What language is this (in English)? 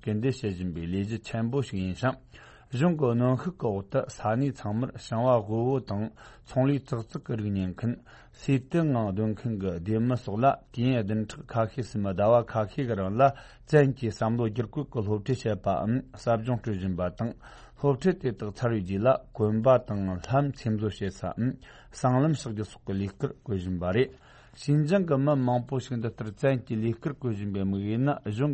Tibetan